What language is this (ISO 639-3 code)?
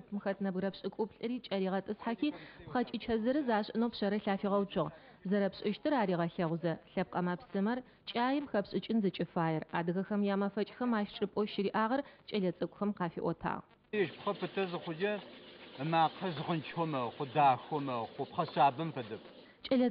ady